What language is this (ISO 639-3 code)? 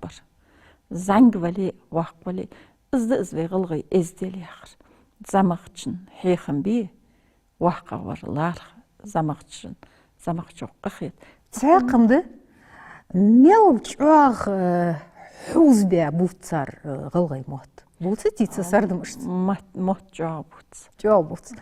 inh